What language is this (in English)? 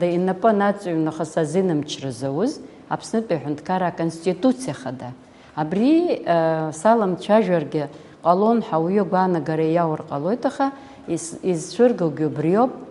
Abkhazian